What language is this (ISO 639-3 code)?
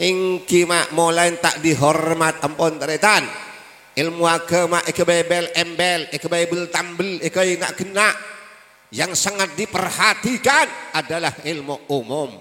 mad